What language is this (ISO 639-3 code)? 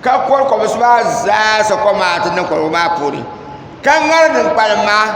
dag